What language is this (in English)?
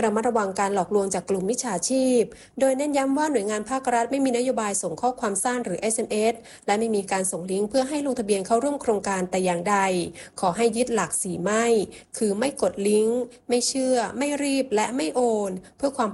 Thai